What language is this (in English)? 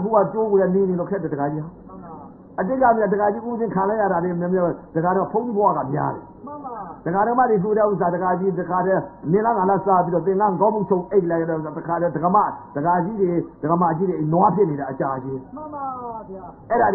Burmese